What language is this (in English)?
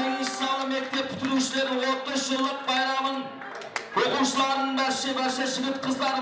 Kara-Kalpak